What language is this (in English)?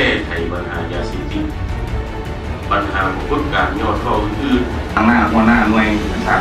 Lao